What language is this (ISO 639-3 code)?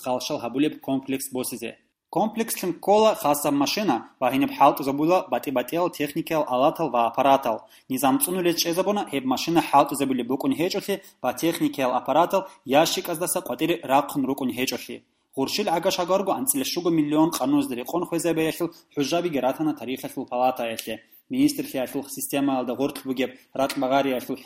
ava